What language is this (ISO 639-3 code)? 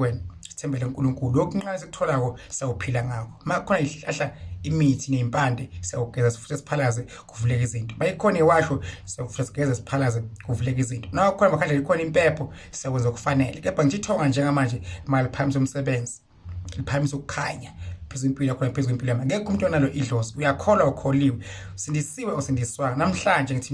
zul